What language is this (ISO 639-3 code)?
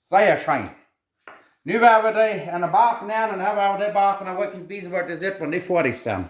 pdt